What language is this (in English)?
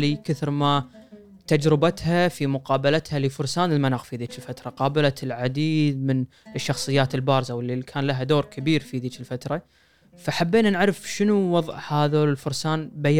Gulf Arabic